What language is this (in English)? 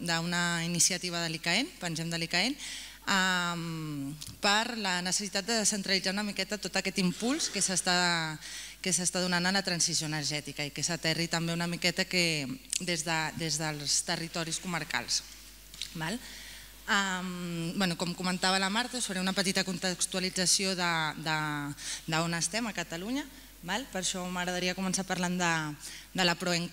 Catalan